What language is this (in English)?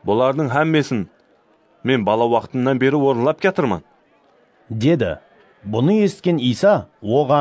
Kara-Kalpak